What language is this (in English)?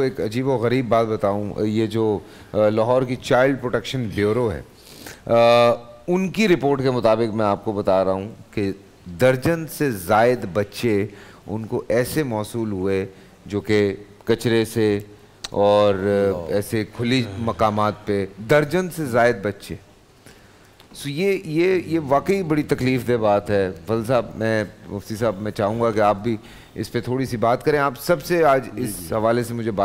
Urdu